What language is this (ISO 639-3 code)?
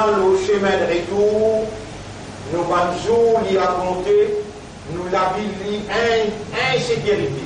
mfe